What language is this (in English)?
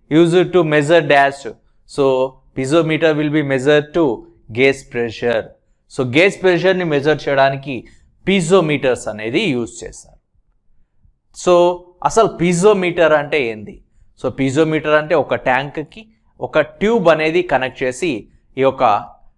Telugu